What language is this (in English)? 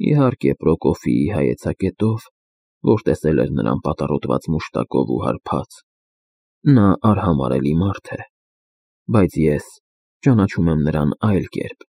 Armenian